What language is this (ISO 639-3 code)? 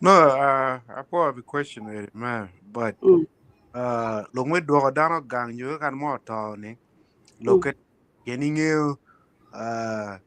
ach